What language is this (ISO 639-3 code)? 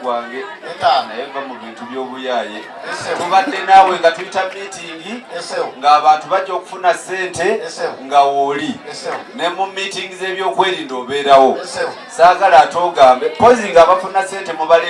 lug